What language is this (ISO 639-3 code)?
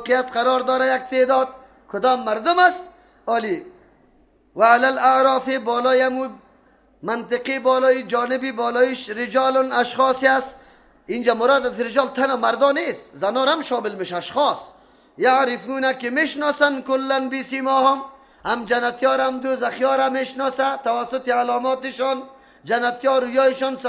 fas